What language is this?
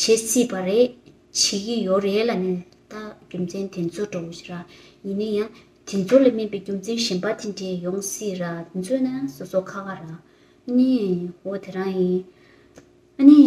Tibetan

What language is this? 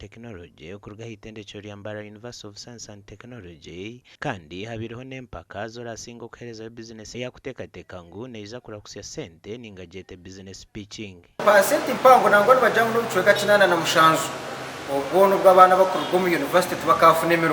Nyankole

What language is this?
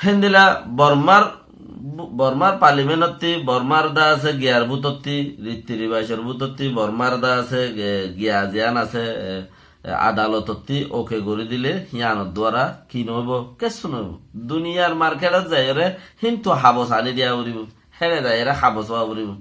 Rohingya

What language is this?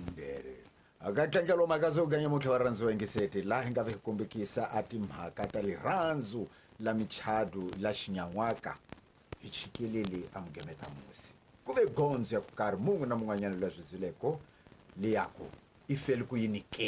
Tsonga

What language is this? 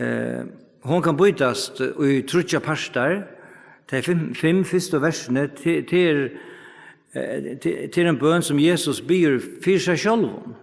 Faroese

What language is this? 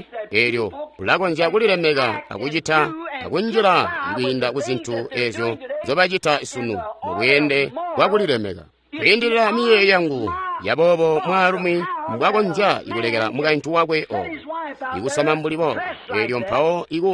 Tonga (Zambia)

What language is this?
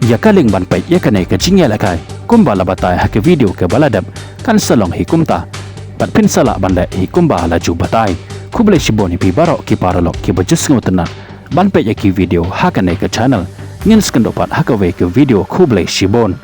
Khasi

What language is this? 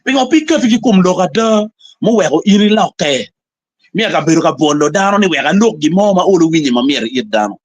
Acoli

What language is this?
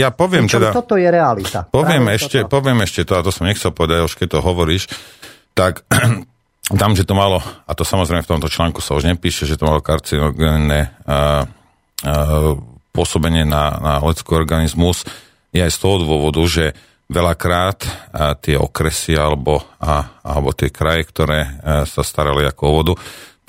Slovak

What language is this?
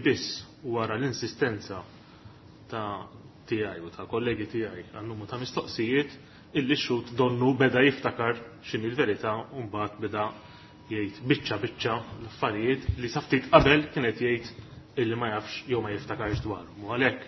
Maltese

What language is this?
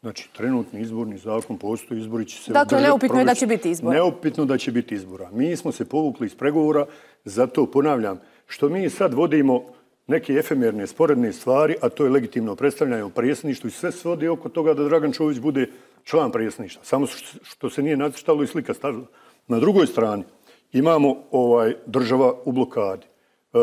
Bosnian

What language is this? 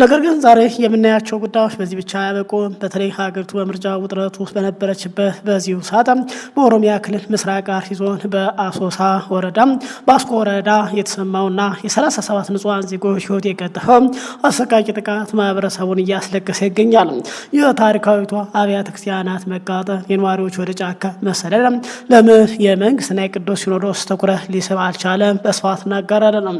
Amharic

